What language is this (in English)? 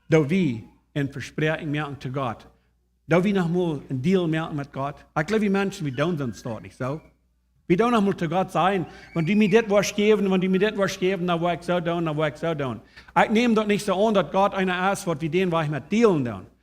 Plautdietsch